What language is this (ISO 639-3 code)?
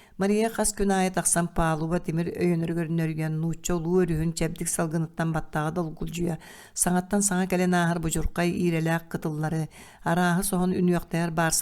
sah